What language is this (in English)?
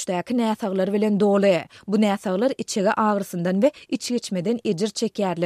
Turkmen